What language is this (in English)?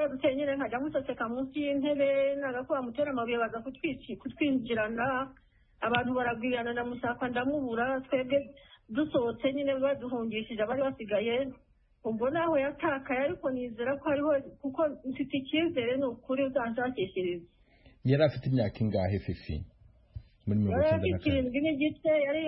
Kinyarwanda